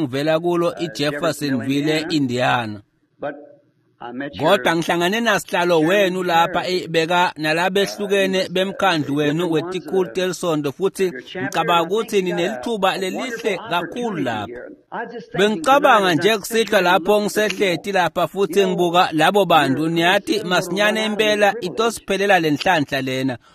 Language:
Swati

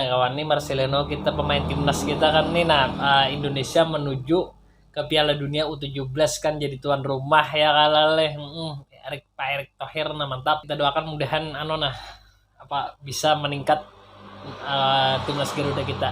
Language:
Banjar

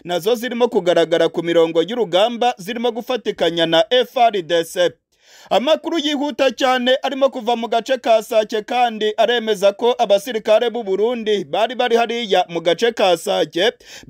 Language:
Kinyarwanda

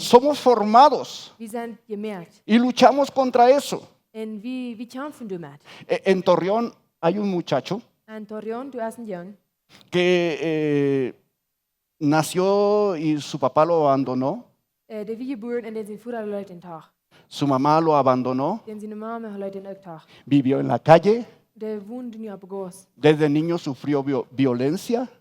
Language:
Plautdietsch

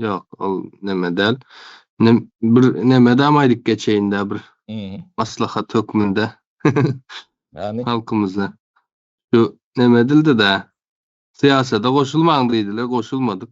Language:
Turkmen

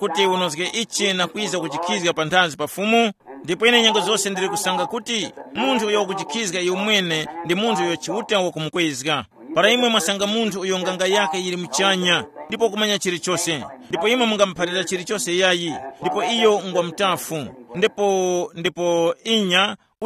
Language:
Tumbuka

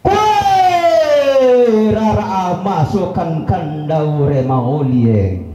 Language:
Toraja-Sa'dan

